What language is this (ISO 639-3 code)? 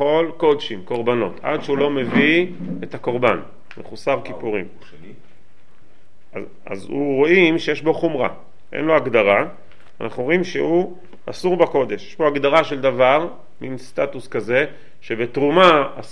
heb